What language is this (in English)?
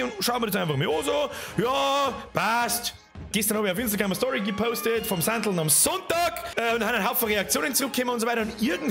Bavarian